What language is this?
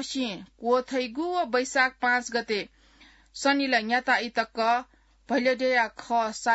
Newari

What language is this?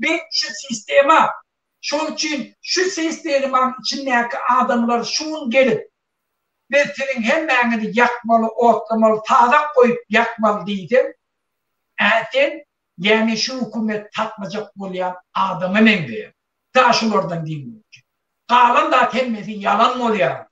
Turkmen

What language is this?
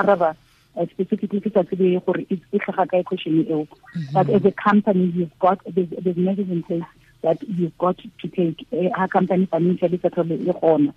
Tswana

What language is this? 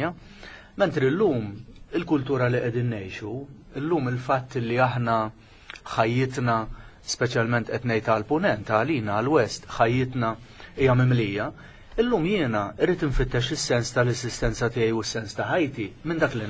Maltese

